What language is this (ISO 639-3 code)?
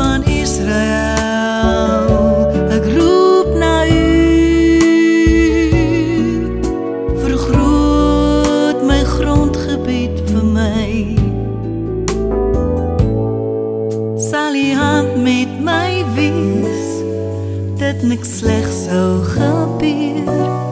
afr